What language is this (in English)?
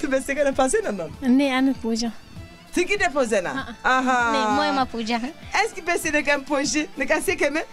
Zaza